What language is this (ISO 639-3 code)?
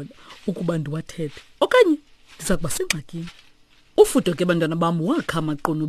xho